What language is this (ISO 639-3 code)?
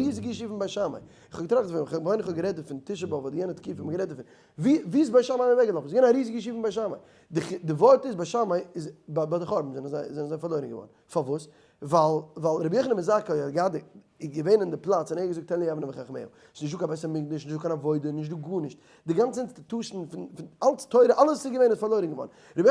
yid